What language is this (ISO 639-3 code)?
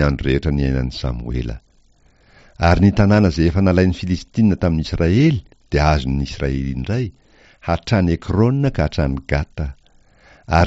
mlg